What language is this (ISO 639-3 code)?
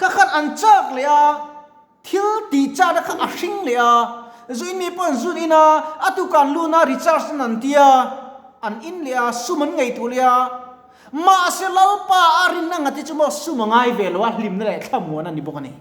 lus